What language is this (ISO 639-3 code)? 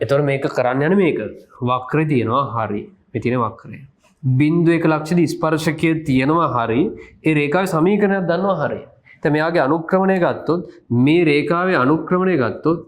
sin